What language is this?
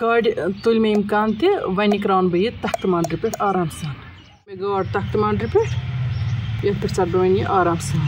Kashmiri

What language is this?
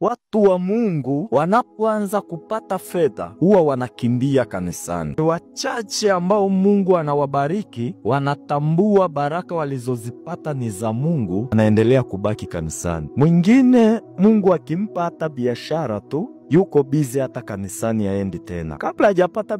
Swahili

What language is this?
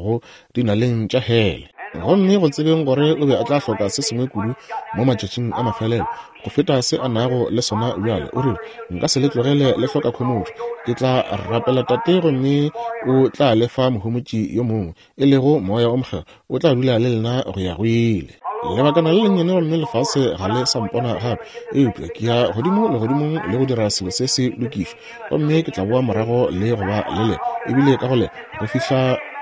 Northern Sotho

